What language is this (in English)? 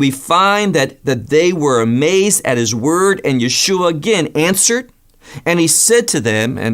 English